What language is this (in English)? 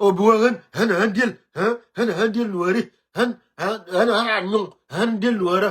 Nuer